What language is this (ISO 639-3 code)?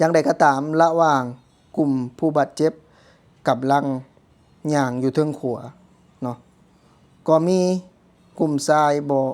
lao